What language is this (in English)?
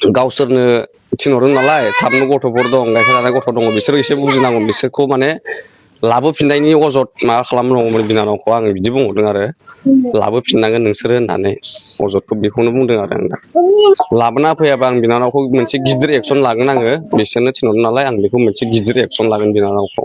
Bodo